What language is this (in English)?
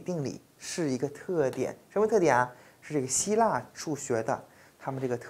Chinese